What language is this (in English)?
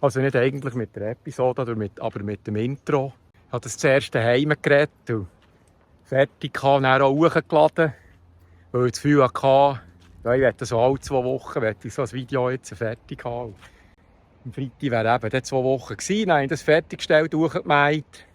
Swiss German